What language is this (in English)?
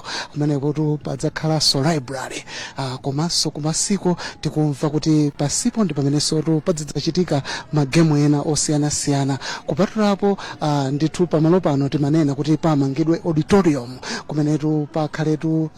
Nyanja